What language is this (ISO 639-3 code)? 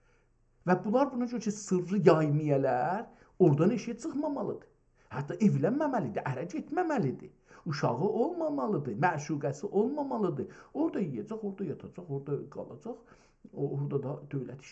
azb